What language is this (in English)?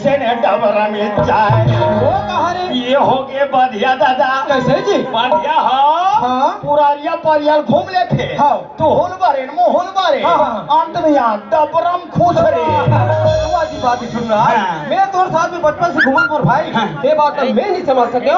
Chhattisgarhi